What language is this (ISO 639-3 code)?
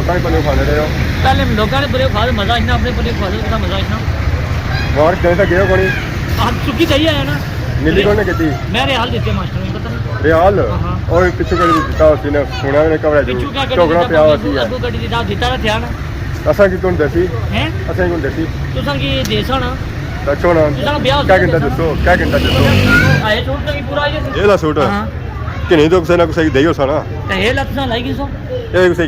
phr